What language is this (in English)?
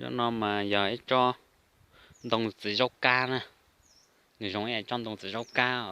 Hmong